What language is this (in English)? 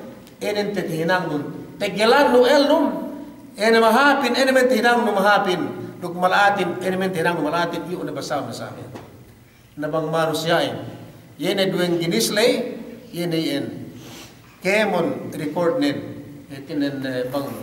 Yakan